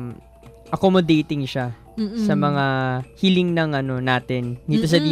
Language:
Filipino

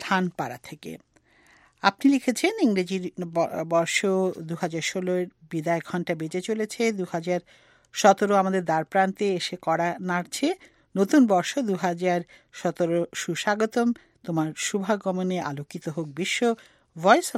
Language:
Bangla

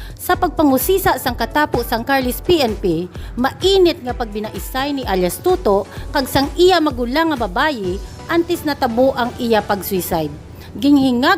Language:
Hiligaynon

